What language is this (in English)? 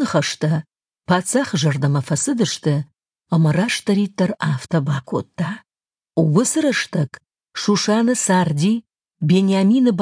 Ossetic